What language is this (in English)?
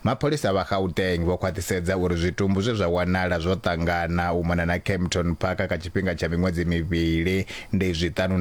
Venda